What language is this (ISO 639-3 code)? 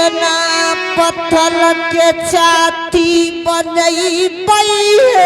anp